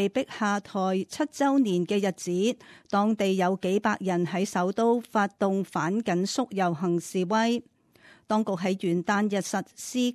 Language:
Cantonese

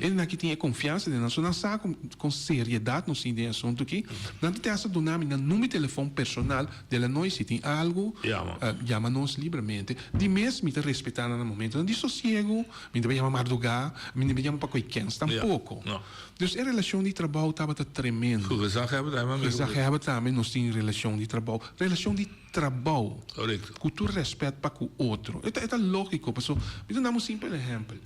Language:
Papiamento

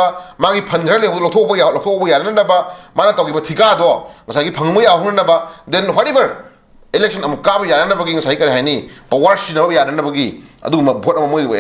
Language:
Manipuri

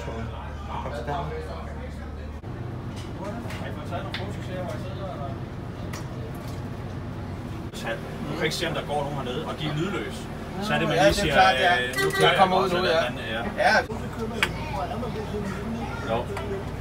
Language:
Danish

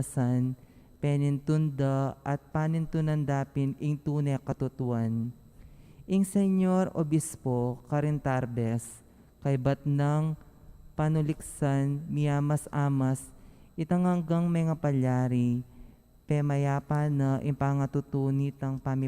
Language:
Pampanga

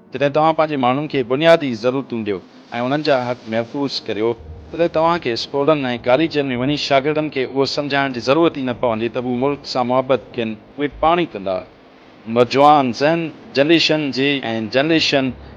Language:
Sindhi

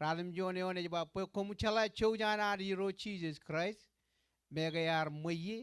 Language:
Marshallese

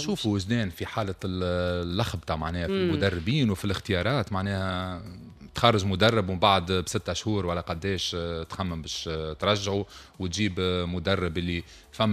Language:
Tunisian Arabic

